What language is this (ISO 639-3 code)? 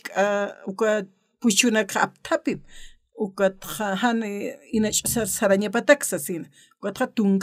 aym